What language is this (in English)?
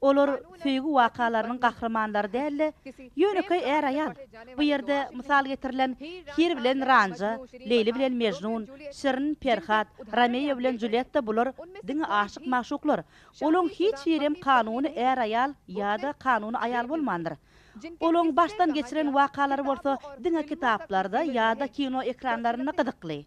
Turkmen